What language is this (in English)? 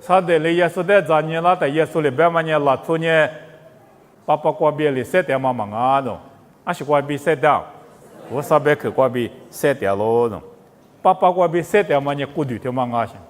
Lisu